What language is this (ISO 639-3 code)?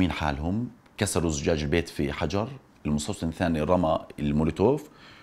apc